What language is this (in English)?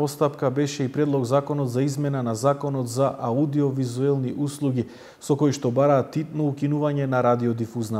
Macedonian